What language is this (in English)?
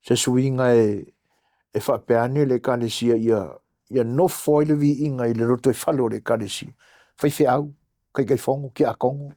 Samoan